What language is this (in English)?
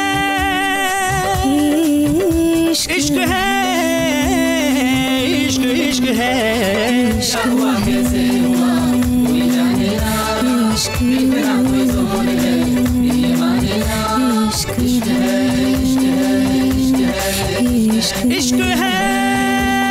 Marathi